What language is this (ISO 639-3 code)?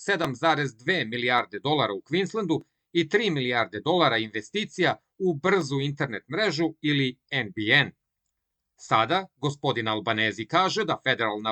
srp